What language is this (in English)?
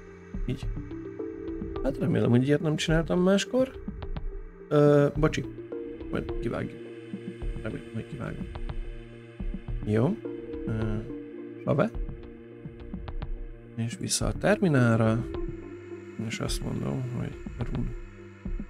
Hungarian